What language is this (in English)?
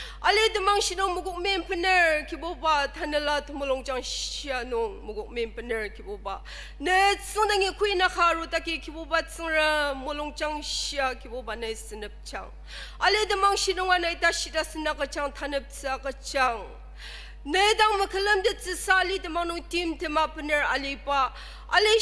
Ao Naga